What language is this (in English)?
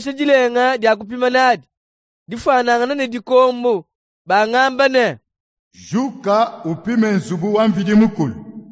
Luba-Lulua